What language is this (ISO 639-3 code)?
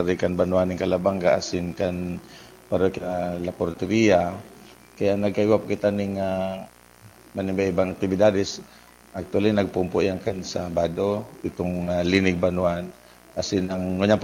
bik